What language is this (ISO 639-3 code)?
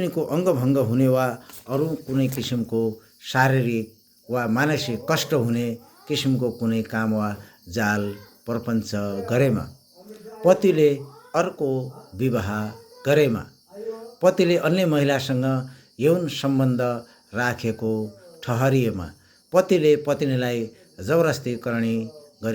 nep